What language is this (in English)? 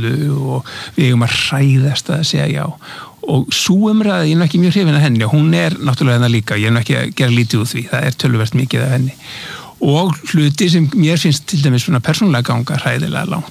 Icelandic